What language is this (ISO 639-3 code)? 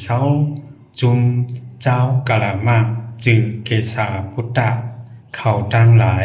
shn